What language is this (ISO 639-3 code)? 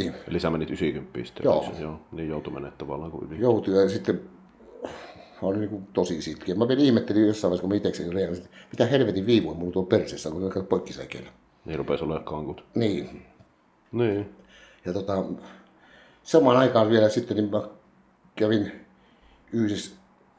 fin